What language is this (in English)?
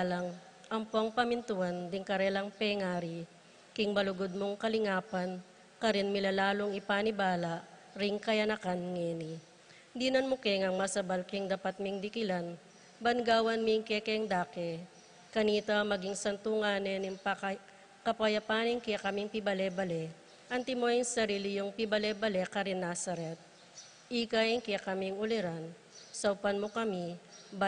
Pampanga